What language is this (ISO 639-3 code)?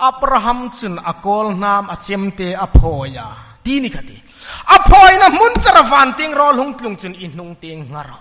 hmr